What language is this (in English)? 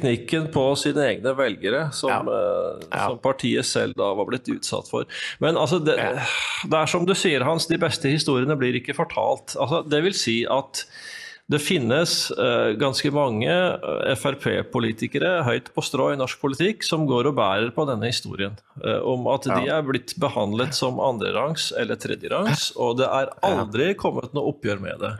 Norwegian